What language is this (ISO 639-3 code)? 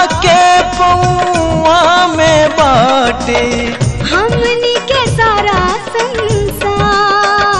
bho